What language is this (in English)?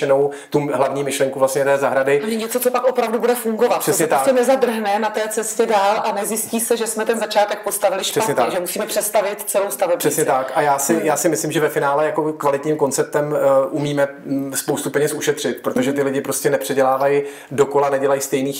Czech